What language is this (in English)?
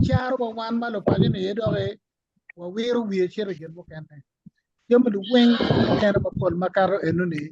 Acoli